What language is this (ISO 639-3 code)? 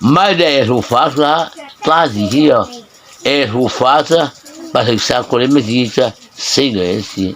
mrh